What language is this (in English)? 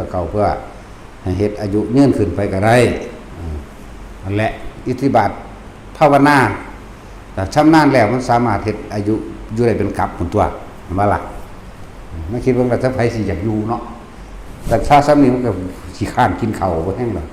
Northeastern Thai